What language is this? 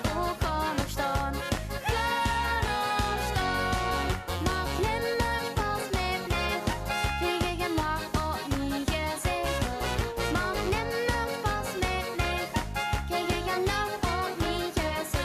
Limburgish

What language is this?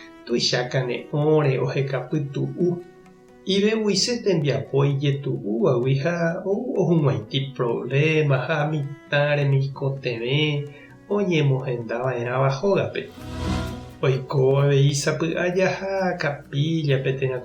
Guarani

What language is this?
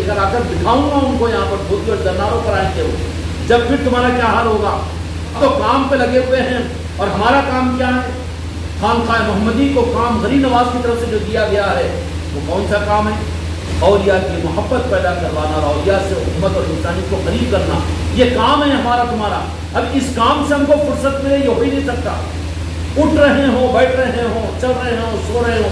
Urdu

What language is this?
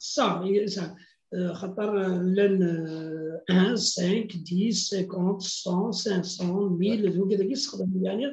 Kabyle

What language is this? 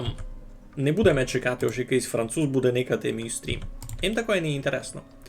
Rusyn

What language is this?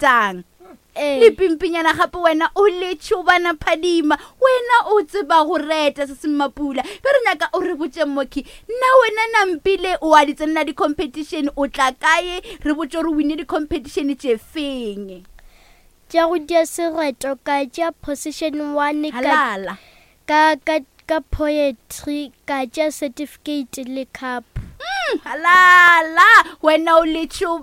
Northern Sotho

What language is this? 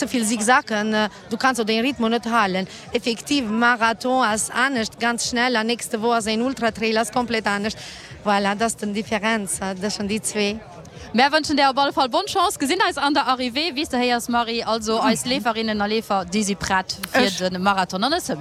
Luxembourgish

